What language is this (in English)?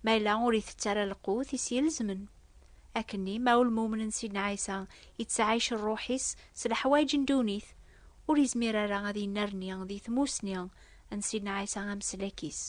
Kabyle